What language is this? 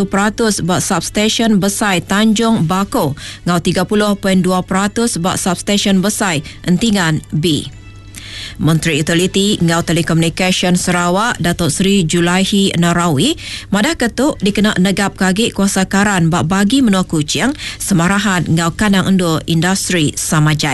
Iban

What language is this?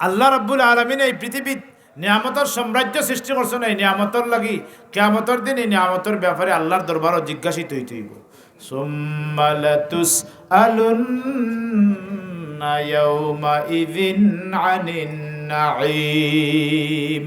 Sylheti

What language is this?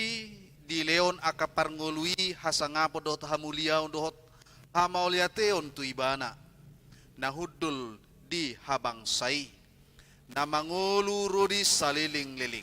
Batak Toba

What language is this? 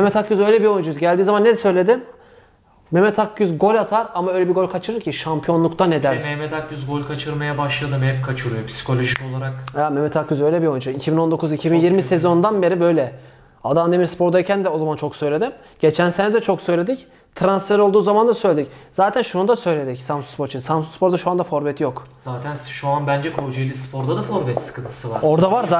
Turkish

